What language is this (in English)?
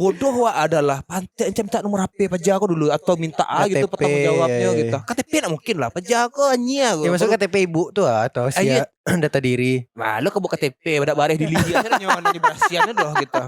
Minangkabau